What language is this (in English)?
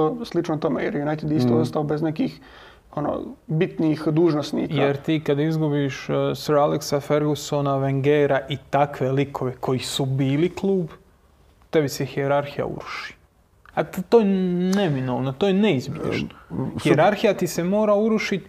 Croatian